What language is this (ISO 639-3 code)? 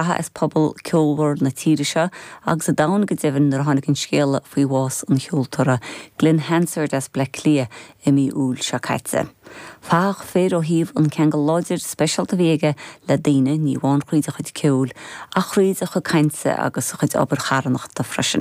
gle